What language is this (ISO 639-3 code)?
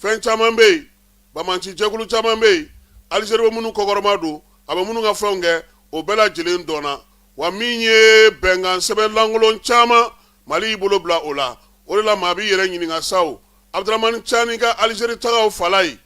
bam